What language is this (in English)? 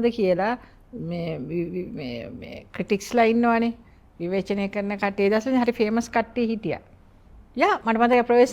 Sinhala